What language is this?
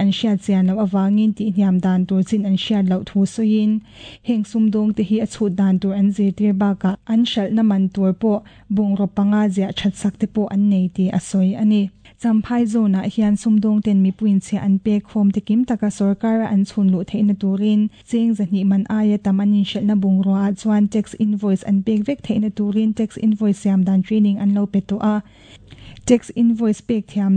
Mizo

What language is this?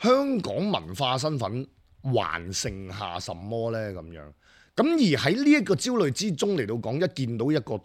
Cantonese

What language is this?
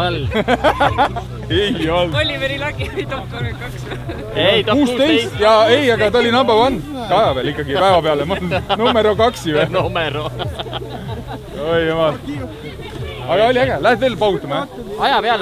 Estonian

